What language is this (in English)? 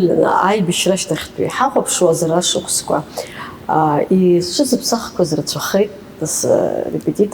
Abkhazian